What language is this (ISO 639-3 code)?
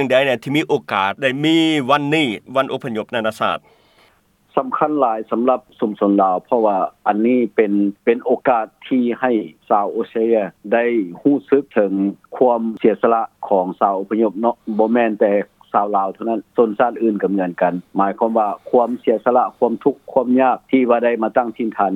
lao